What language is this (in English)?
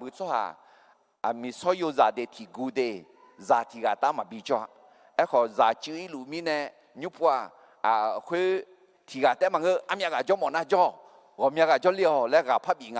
Akha